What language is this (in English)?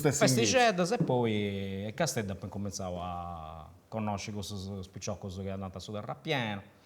Sardinian